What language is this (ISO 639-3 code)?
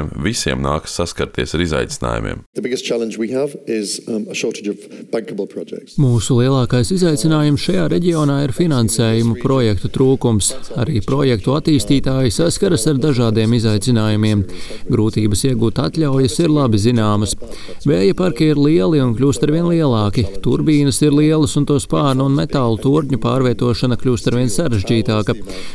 lav